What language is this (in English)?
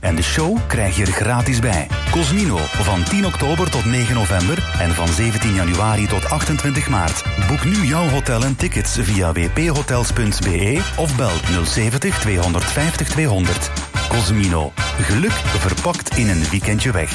Dutch